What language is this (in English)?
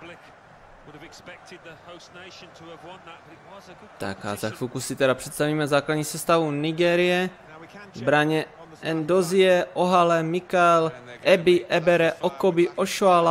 Czech